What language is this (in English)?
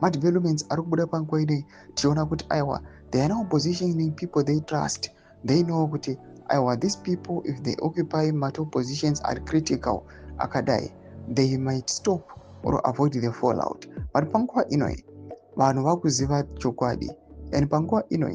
Shona